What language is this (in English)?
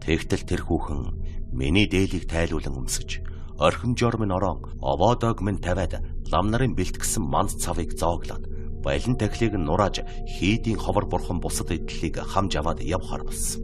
Mongolian